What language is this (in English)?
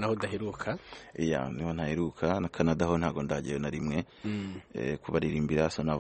Kinyarwanda